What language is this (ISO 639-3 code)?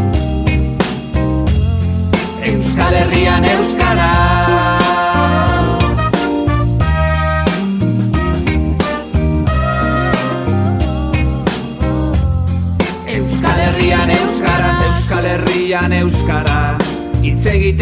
eus